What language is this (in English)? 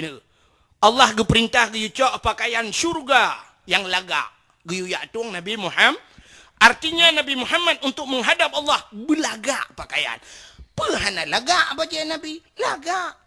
Achinese